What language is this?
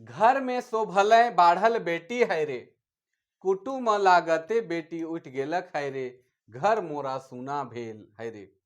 Sadri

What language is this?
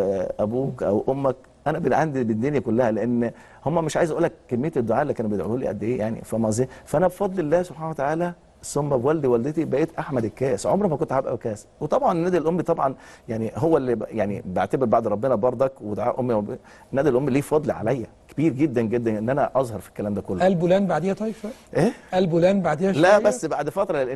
Egyptian Arabic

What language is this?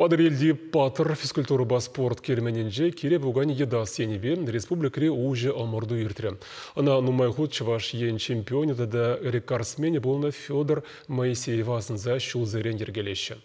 Chuvash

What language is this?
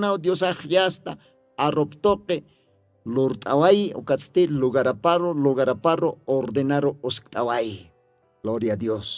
Aymara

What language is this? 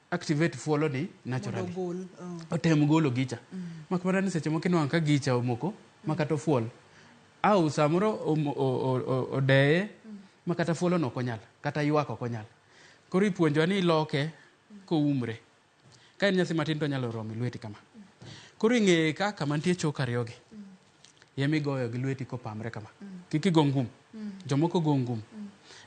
Luo (Kenya and Tanzania)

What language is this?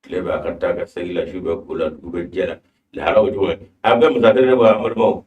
Bambara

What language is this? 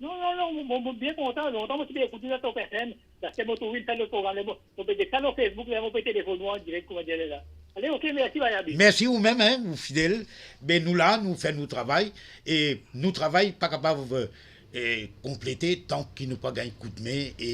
Morisyen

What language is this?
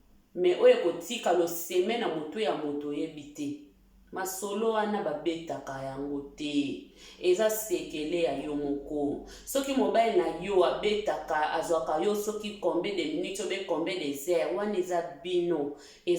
Lingala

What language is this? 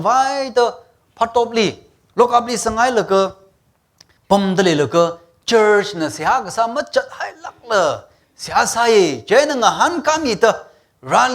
Tangkhul Naga (India)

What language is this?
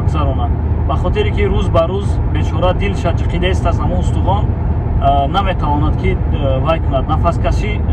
Tajik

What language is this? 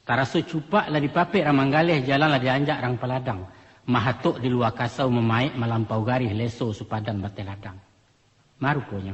Minangkabau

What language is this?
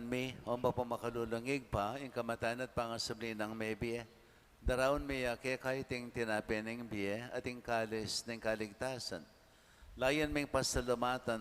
Pampanga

